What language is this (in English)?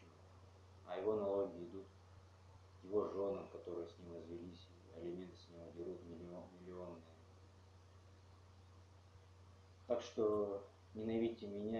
Russian